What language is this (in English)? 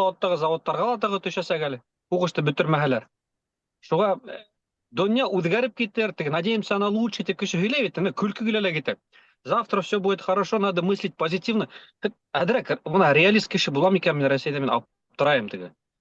Bashkir